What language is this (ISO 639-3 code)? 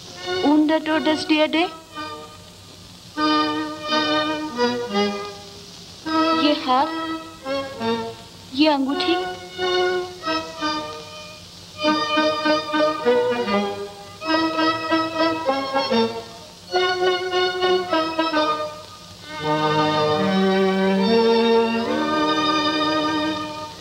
hin